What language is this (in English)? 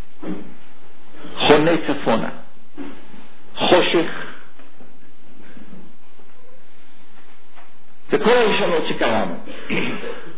Hebrew